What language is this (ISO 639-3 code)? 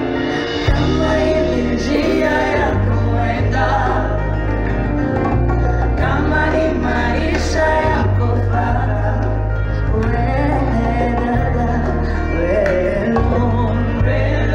swa